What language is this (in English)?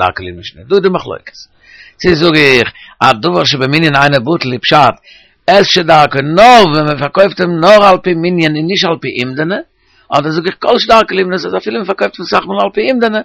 Yiddish